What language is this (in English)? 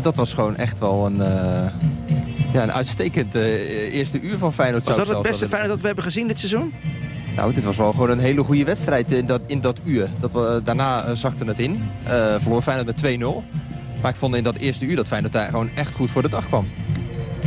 Dutch